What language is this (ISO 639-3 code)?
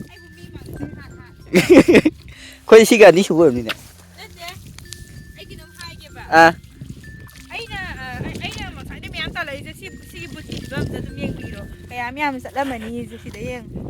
mni